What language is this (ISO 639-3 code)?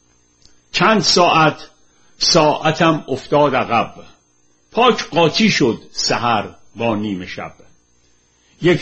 fas